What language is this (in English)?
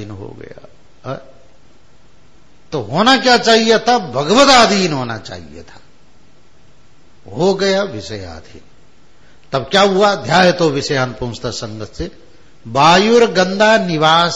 Hindi